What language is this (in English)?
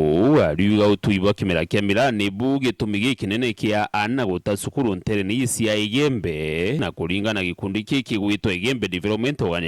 Meru